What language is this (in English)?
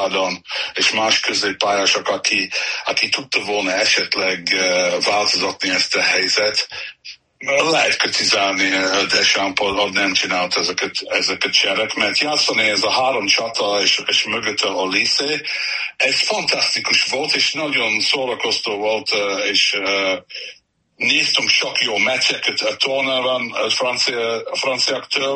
Hungarian